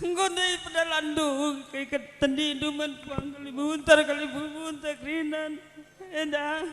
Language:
Batak Karo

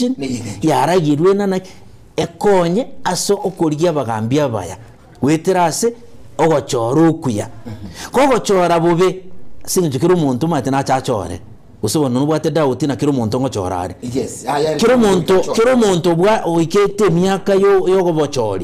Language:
Gusii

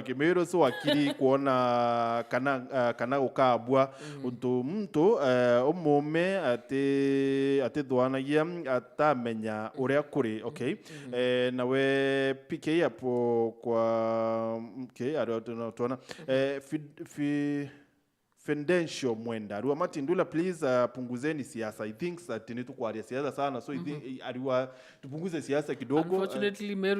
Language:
Meru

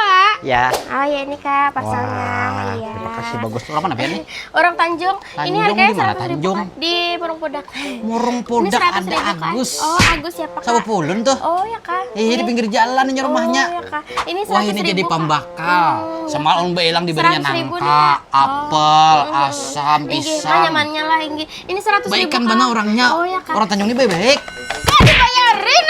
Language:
Banjar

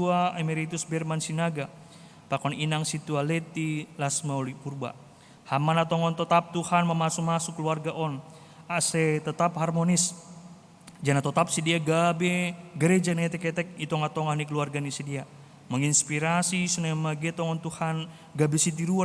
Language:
Batak Simalungun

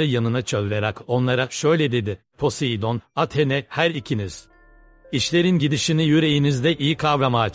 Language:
Turkish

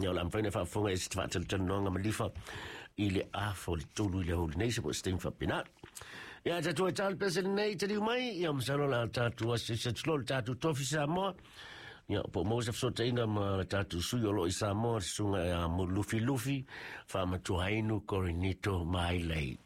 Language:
Samoan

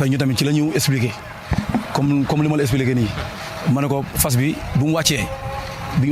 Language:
Wolof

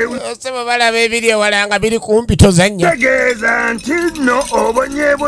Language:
Ganda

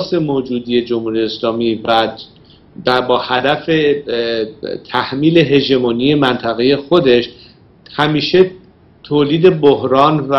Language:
Persian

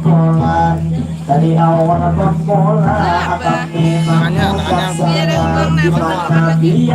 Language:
Banjar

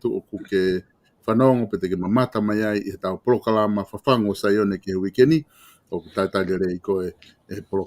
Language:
Tongan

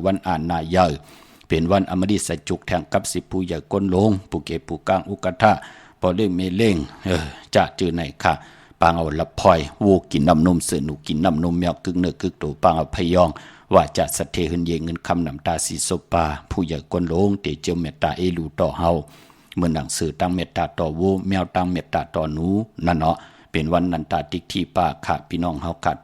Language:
Shan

